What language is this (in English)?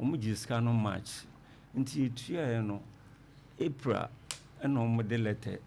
Akan